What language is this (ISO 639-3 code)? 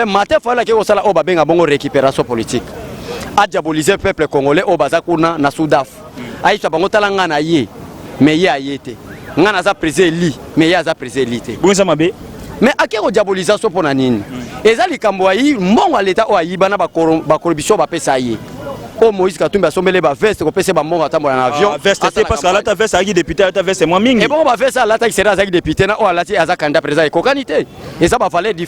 lin